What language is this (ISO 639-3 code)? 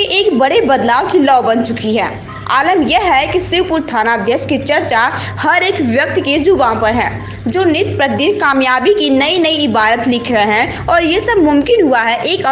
hin